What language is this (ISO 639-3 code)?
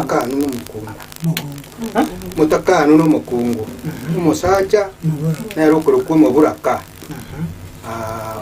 guz